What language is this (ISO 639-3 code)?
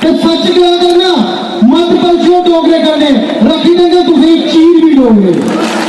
doi